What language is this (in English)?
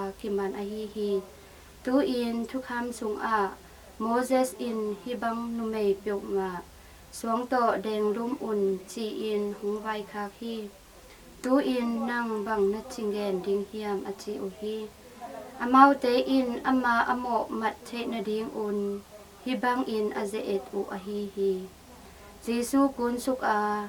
Tedim Chin